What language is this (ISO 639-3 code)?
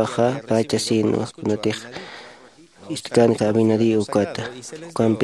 aym